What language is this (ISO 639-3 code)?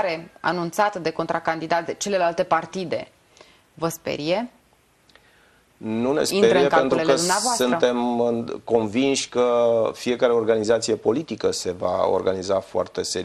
ron